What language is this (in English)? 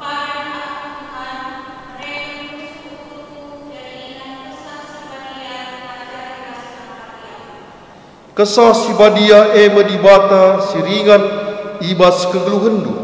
Batak Karo